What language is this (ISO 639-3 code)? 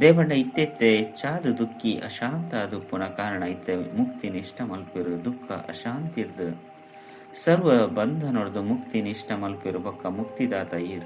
tcy